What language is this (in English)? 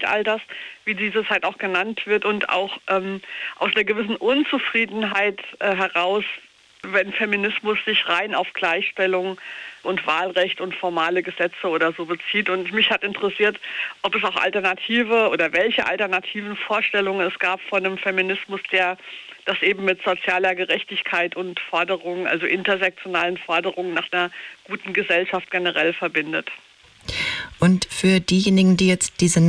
German